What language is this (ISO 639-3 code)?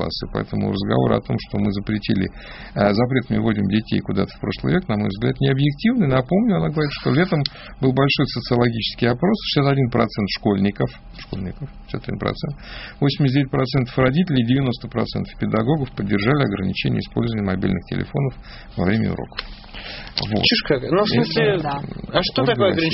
rus